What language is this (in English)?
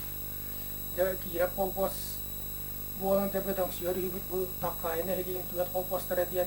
Yakut